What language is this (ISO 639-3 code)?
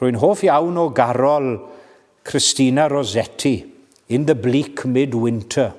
cym